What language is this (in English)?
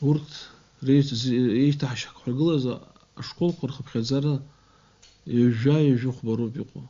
Abkhazian